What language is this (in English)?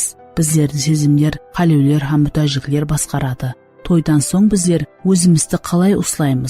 Kara-Kalpak